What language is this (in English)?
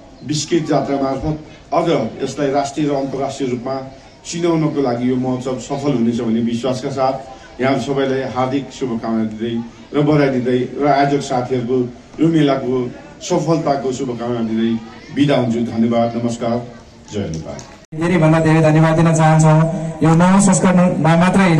Nepali